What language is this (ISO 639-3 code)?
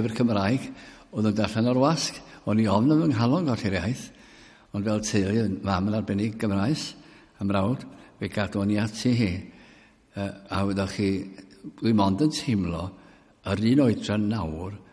cym